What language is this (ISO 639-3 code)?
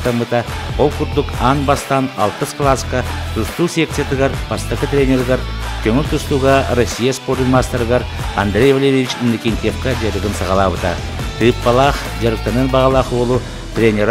sah